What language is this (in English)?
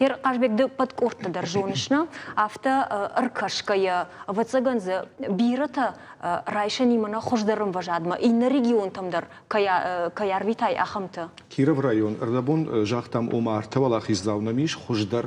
Ossetic